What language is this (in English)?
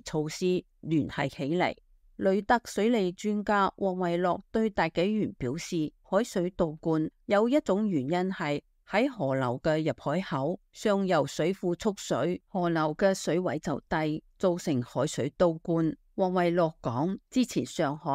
Cantonese